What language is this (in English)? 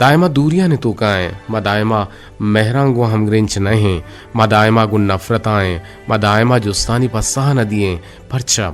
Eastern Balochi